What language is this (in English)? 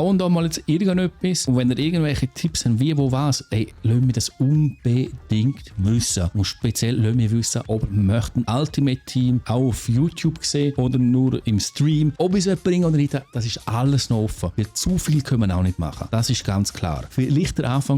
Swiss German